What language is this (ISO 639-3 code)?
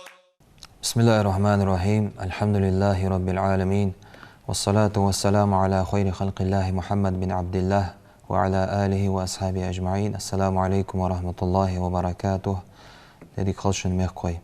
inh